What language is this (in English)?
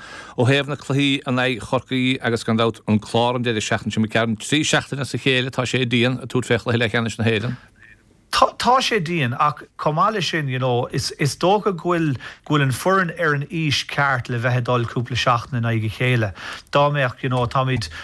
Irish